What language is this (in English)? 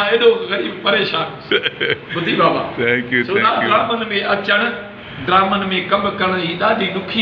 Sindhi